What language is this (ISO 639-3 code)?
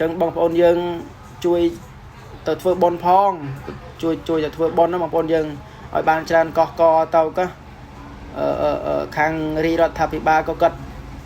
khm